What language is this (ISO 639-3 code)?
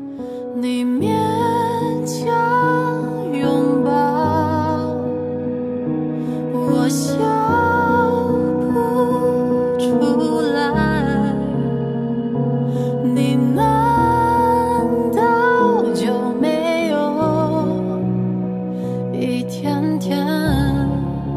zho